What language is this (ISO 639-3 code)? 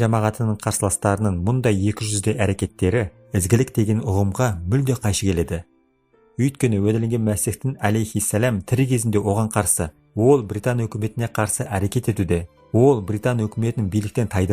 kaz